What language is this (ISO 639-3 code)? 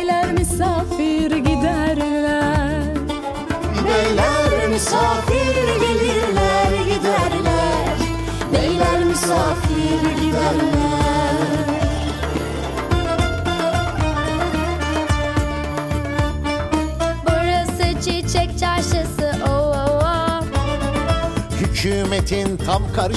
tur